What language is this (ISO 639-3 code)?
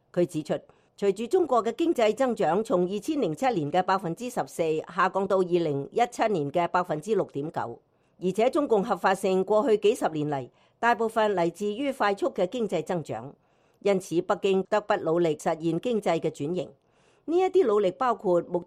yue